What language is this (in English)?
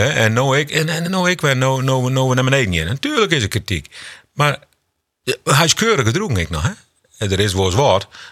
Western Frisian